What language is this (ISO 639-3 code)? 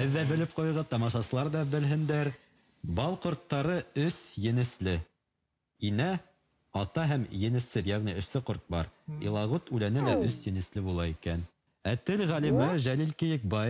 bak